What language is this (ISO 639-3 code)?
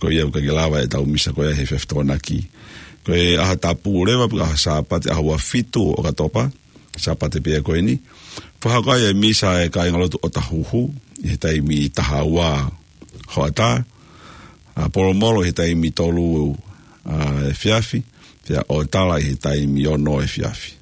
ton